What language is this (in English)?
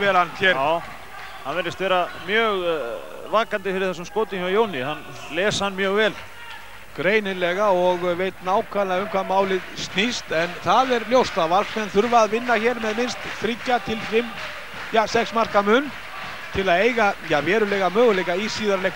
Icelandic